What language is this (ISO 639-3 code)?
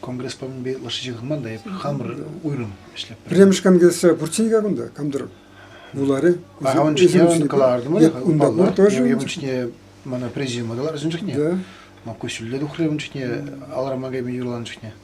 chv